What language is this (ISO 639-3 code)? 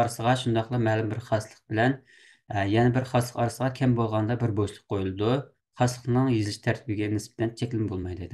uig